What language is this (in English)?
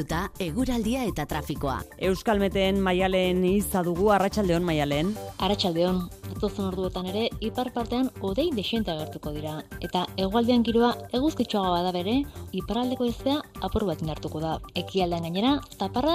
Basque